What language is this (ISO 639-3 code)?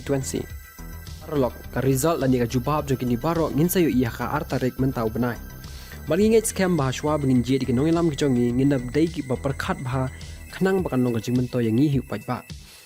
kha